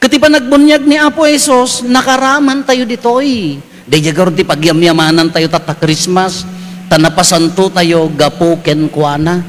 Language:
Iloko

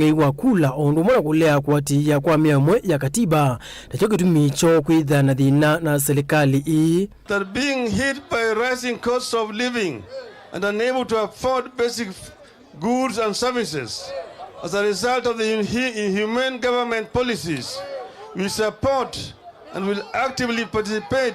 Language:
Kamba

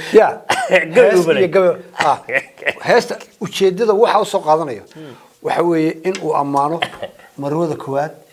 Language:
Somali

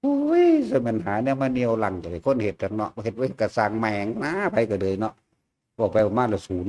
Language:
Northeastern Thai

